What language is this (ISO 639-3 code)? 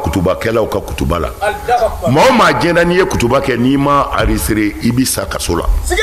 bam